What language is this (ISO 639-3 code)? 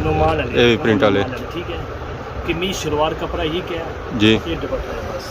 phr